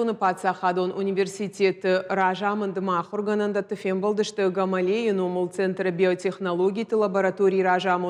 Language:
Ossetic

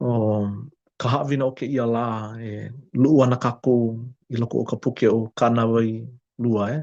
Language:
Hawaiian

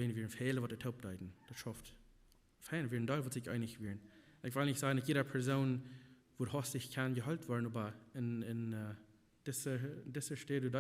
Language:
Plautdietsch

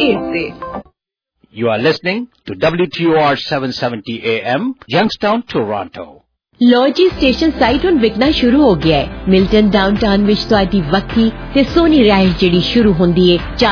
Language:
Punjabi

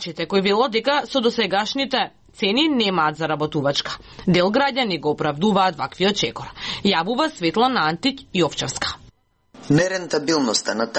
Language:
Macedonian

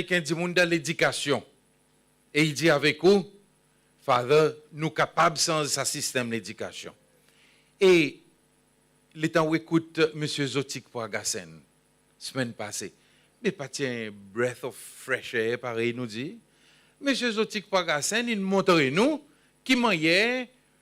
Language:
Seselwa Creole French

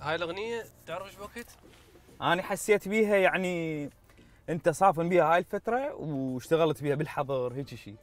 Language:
Mesopotamian Arabic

